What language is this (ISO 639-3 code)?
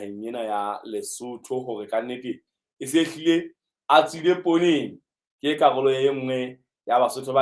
sot